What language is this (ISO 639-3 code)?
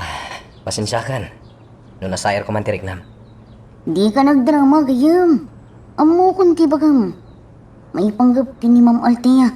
ilo